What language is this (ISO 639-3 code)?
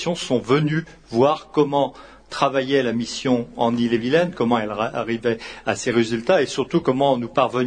fra